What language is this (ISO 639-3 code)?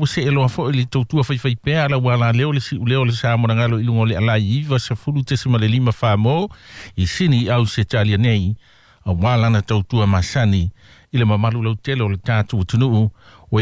smo